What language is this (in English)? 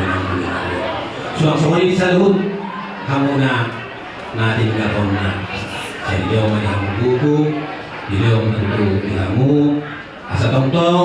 Batak Toba